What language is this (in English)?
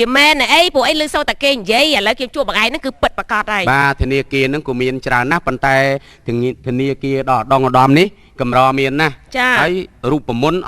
Khmer